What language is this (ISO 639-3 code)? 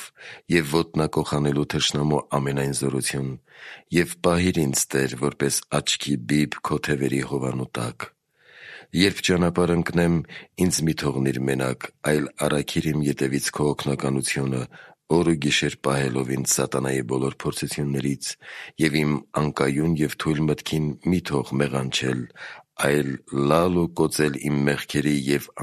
hye